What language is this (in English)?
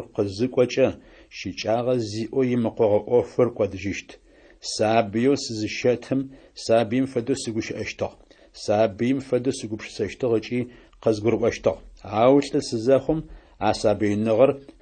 Adyghe